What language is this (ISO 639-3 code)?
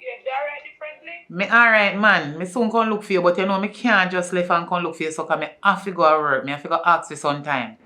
jam